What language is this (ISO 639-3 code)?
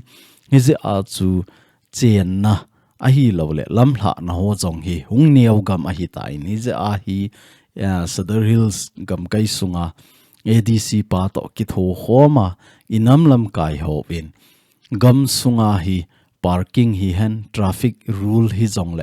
tcz